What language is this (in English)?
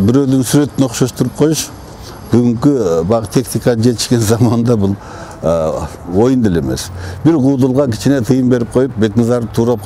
Kyrgyz